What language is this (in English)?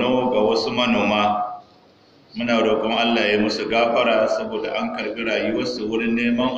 Hausa